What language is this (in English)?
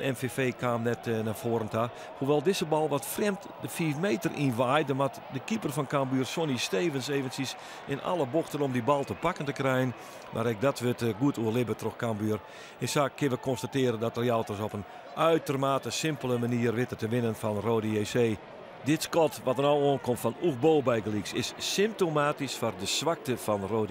Western Frisian